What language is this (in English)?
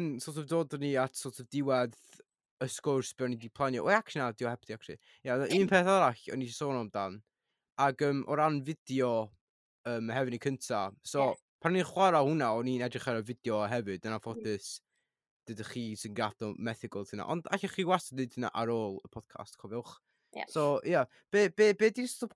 Welsh